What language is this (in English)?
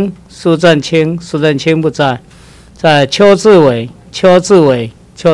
Chinese